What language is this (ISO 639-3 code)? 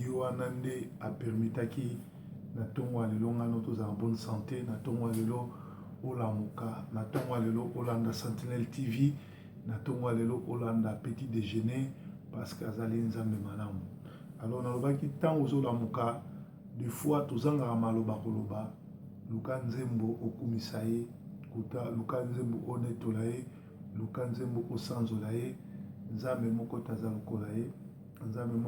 lin